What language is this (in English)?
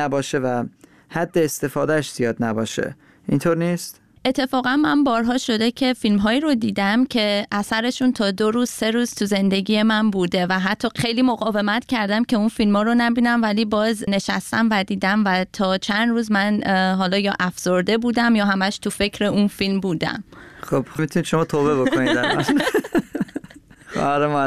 Persian